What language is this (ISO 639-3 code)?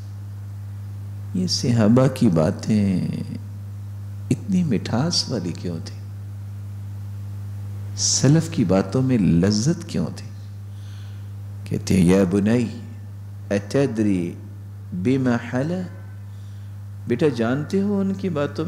urd